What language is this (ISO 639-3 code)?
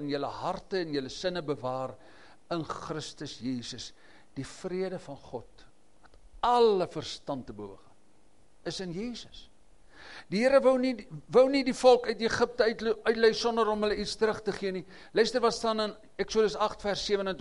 afr